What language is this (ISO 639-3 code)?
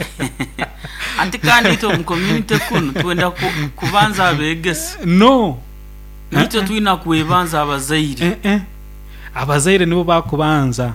nyo